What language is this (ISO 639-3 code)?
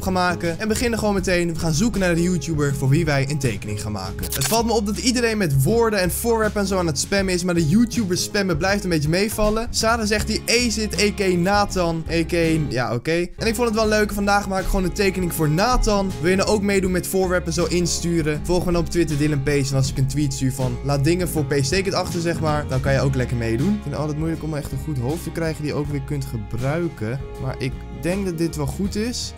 nld